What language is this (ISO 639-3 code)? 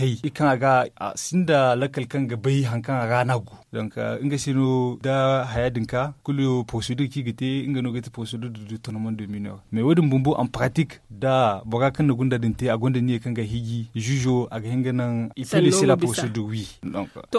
dje